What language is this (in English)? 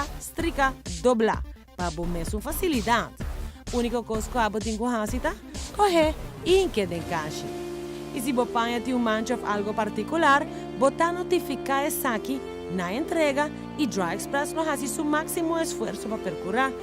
Papiamento